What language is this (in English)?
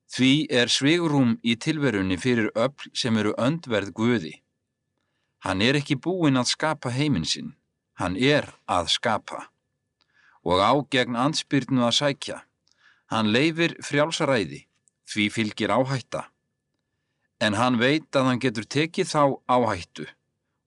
Icelandic